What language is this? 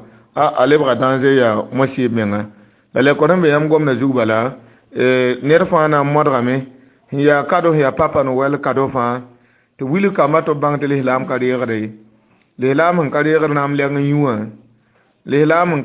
Mossi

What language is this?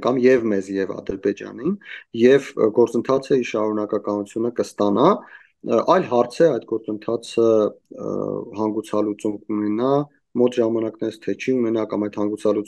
Armenian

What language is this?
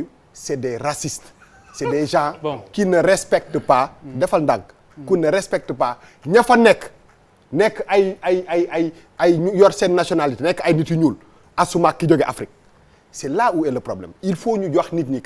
Wolof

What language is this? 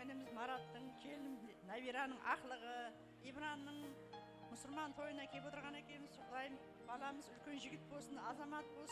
Kara-Kalpak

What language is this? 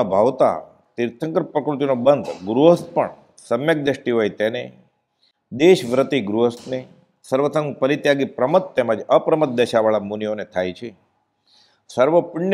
Gujarati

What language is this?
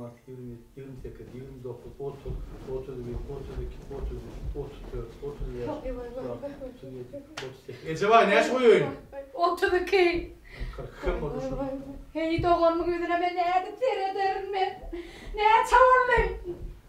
Turkish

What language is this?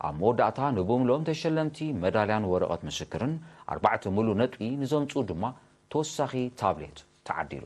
Tigrinya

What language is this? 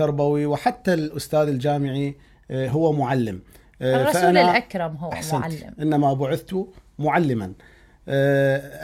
Mesopotamian Arabic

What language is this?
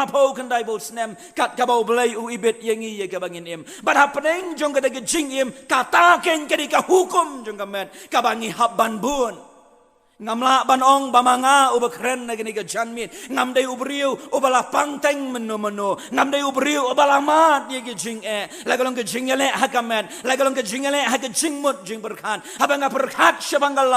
Khasi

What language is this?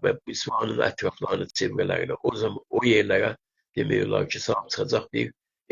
South Azerbaijani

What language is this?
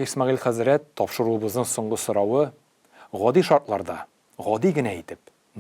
Tatar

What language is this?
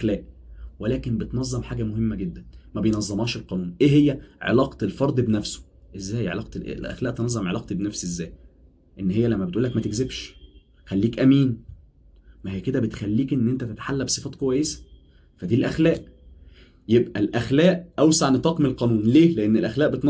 Egyptian Arabic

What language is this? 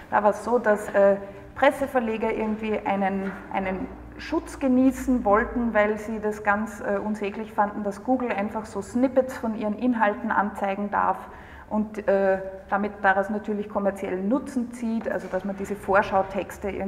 German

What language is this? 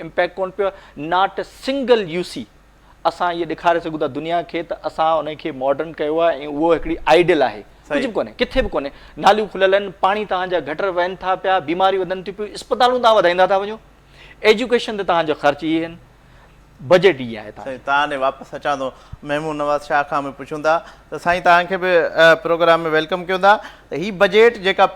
Sindhi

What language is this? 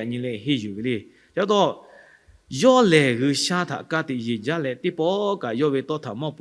Lahu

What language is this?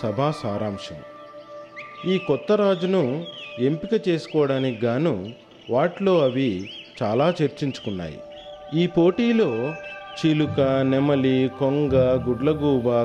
Telugu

